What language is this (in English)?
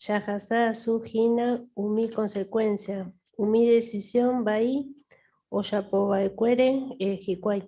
Guarani